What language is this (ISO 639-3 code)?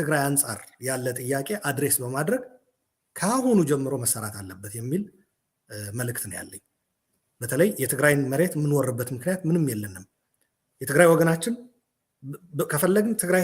amh